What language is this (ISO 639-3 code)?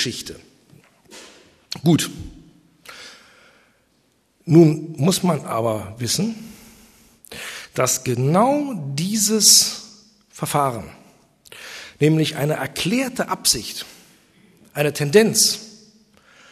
deu